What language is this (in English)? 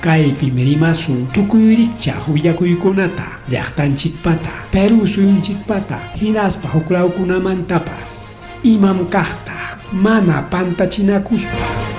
Ayacucho Quechua